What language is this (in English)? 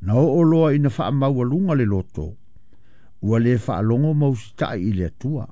Samoan